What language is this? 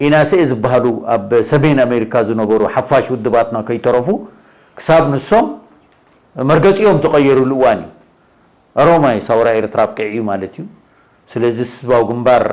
Tigrinya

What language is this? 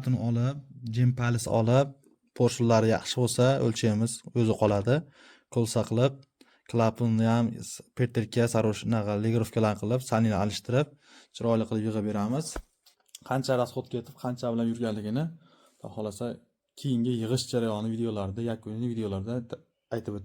Uzbek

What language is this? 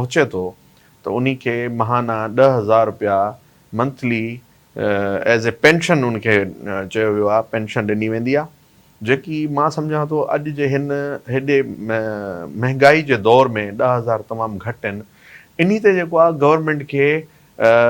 Sindhi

